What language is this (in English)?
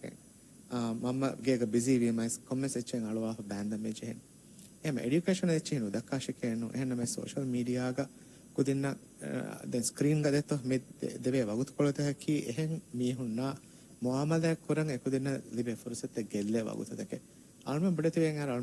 Divehi